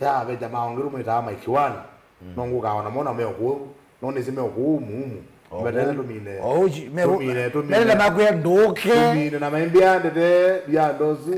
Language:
Kamba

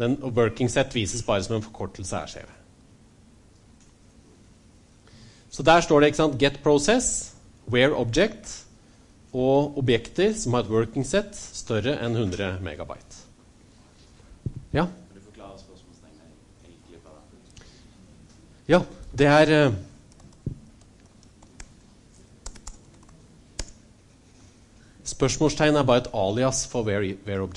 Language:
Norwegian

